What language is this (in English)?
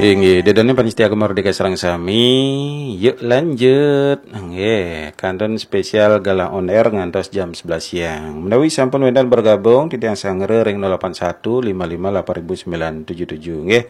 Balinese